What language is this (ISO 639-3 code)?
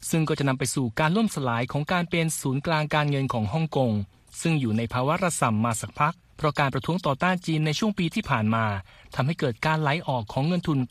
tha